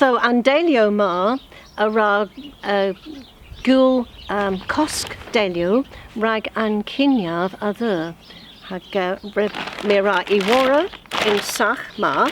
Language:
Cornish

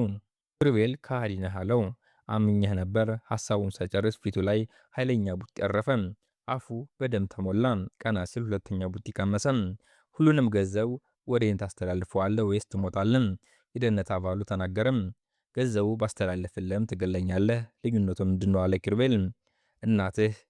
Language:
Amharic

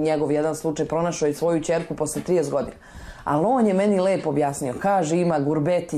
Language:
Serbian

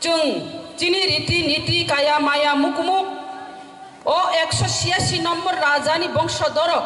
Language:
Kok Borok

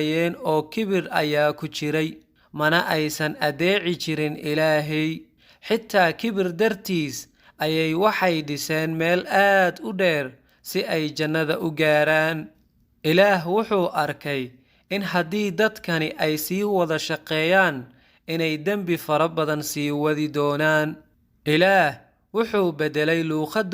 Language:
Somali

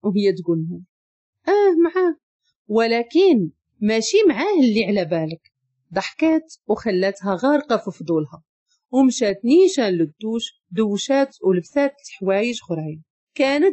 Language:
Moroccan Arabic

